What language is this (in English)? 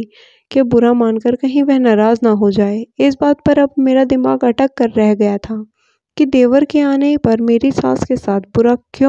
Hindi